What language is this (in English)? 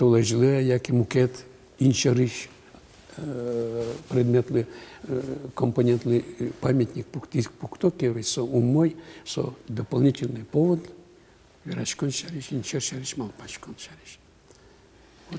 Udmurt